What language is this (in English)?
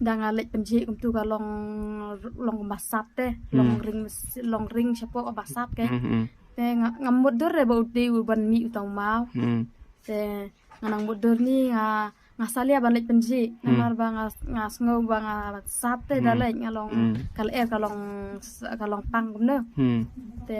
Khasi